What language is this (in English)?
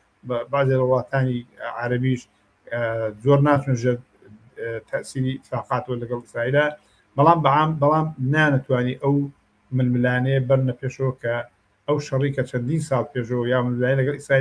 Central Kurdish